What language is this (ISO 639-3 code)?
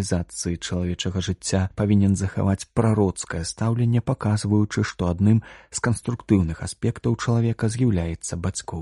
bel